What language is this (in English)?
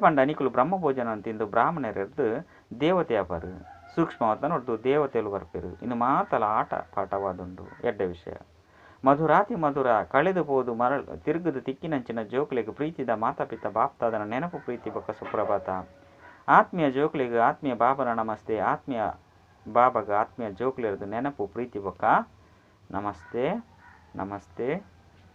Tulu